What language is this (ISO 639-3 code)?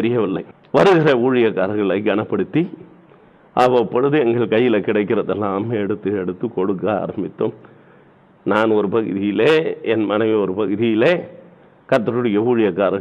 tam